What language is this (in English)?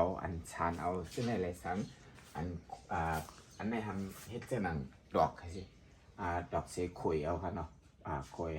Shan